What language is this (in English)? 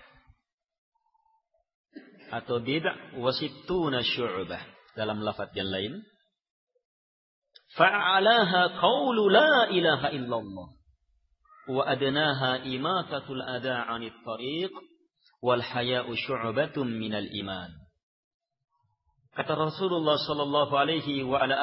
Indonesian